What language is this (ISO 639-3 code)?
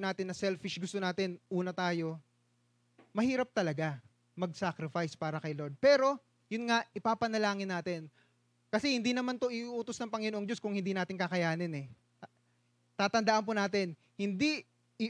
fil